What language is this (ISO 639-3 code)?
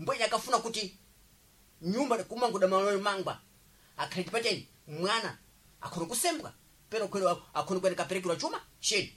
seh